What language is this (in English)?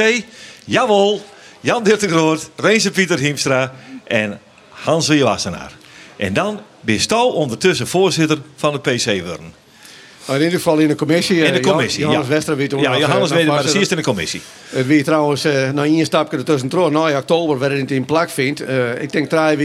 Western Frisian